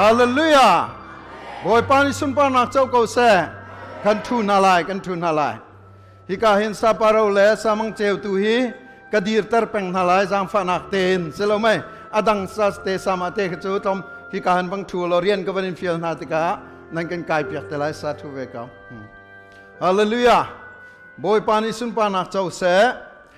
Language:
Hakha Chin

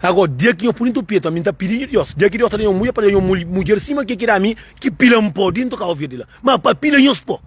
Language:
Kabuverdianu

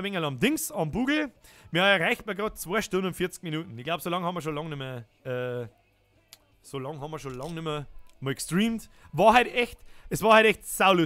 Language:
Bavarian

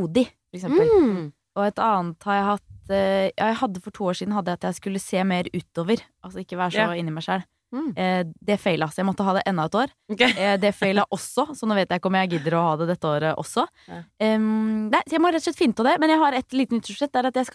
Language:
Norwegian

